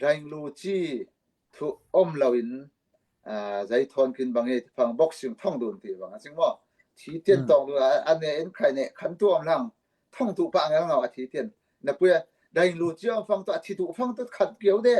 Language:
Falam Chin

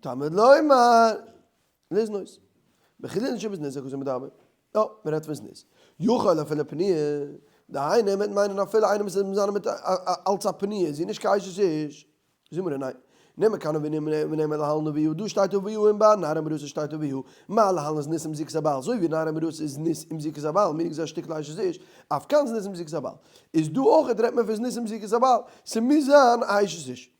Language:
Yiddish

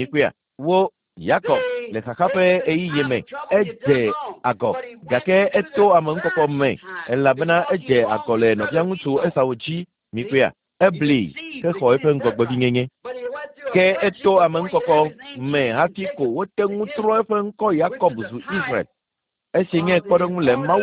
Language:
Ewe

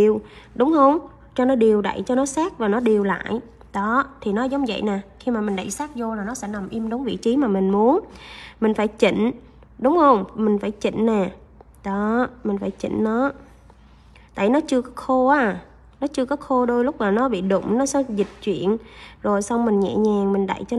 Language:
Vietnamese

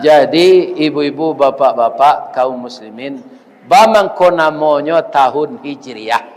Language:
Minangkabau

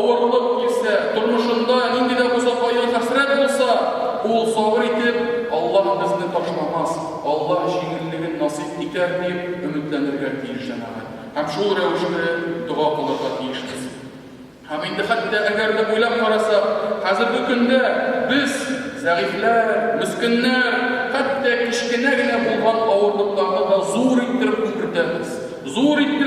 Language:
Tatar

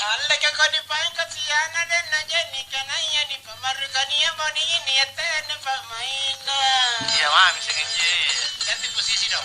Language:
Makasar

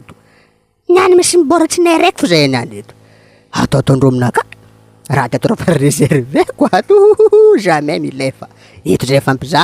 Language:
Malagasy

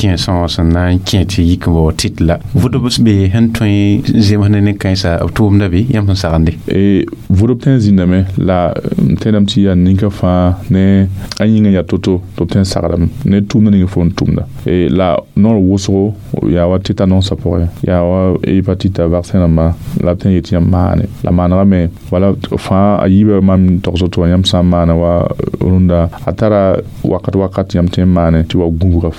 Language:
Mossi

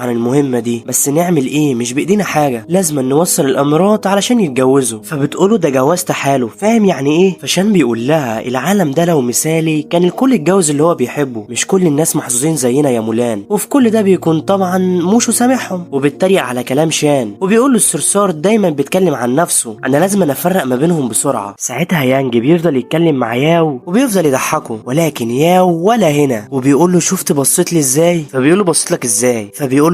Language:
Egyptian Arabic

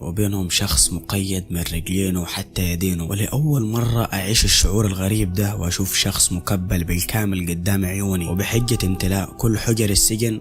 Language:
Egyptian Arabic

